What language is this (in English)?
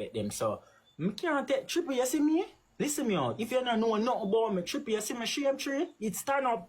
Jamaican Creole English